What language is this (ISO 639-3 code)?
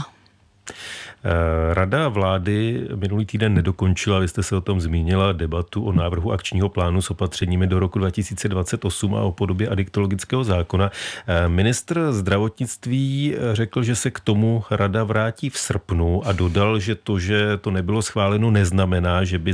ces